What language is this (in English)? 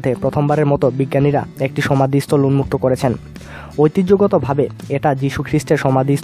Bangla